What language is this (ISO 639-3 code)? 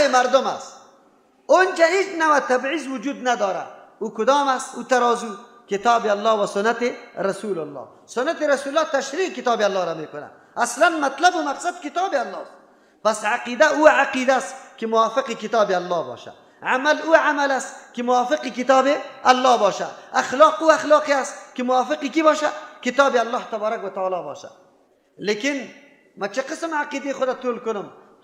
fas